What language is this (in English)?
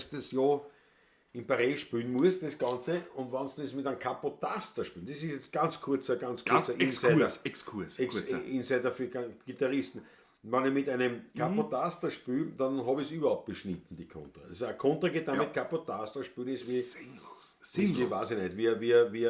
Bavarian